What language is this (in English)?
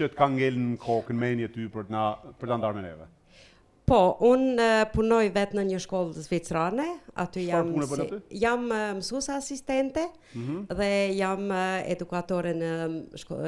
Albanian